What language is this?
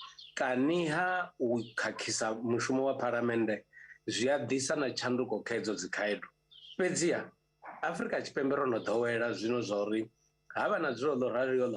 Venda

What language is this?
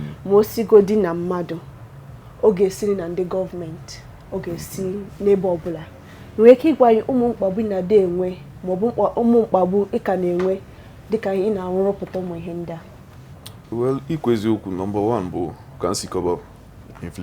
Igbo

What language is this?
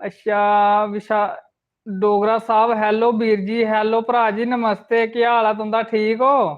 Dogri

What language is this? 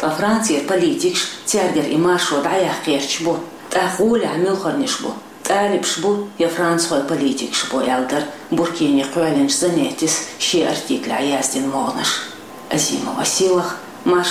Chechen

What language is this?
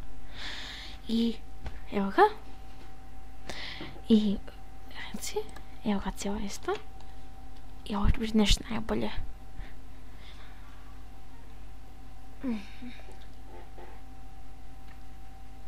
Croatian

